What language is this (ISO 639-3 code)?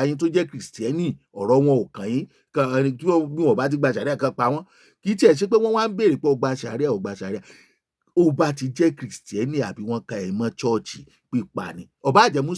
yor